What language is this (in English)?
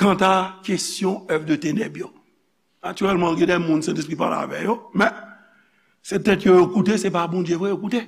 Haitian Creole